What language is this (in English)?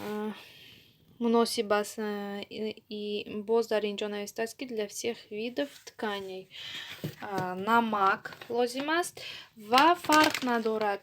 Tajik